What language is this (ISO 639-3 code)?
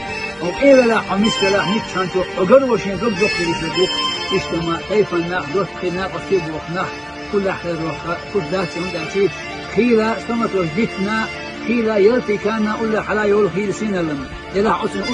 che